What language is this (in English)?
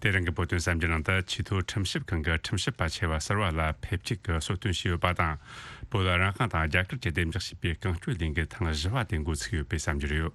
Tibetan